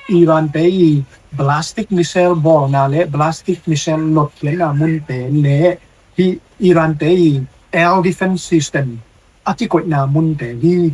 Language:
Tedim Chin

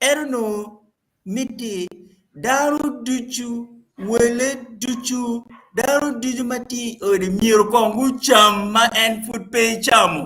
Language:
Acoli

